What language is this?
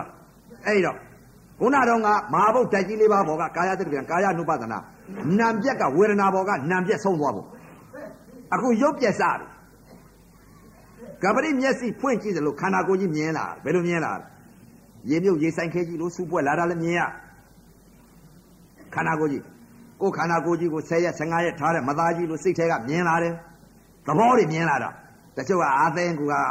Burmese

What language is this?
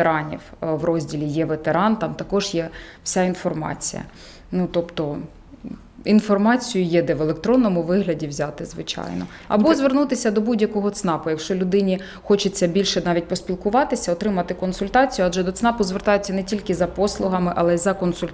Ukrainian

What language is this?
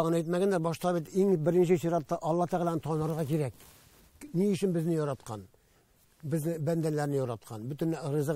Tatar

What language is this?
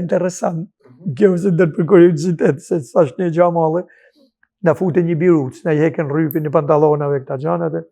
Albanian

